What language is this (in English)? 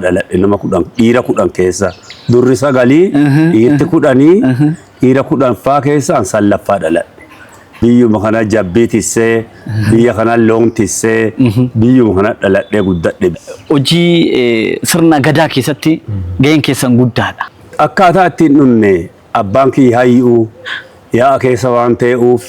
Oromo